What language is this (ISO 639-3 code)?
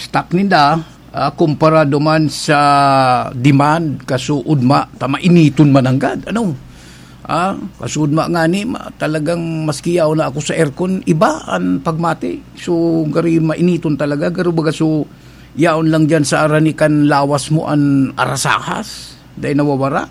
bik